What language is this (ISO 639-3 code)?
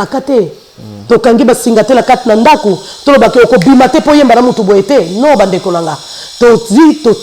lin